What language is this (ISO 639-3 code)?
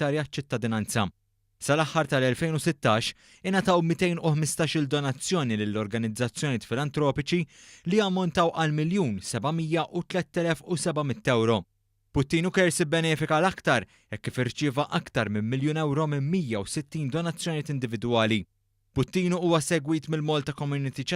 mlt